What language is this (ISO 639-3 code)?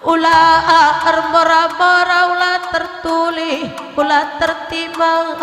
btx